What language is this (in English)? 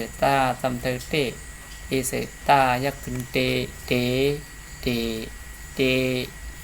Shan